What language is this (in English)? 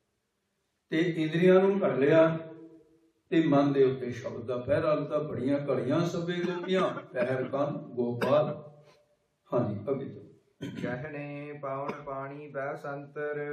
Punjabi